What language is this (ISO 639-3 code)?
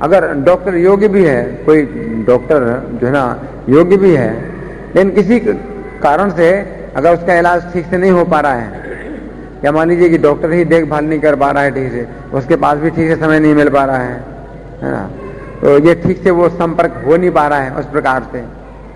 hin